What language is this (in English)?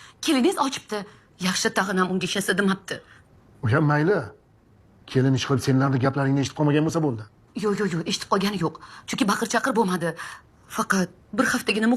Uzbek